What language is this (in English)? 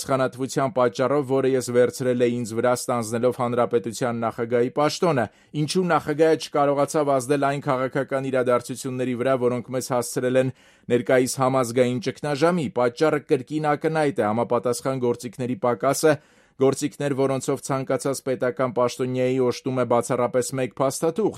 Armenian